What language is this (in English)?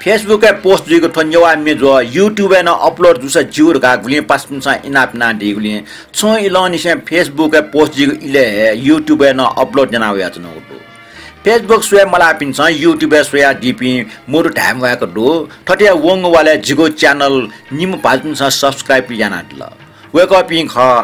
Newari